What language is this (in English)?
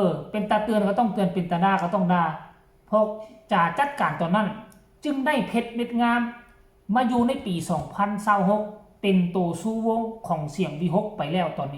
Northeastern Thai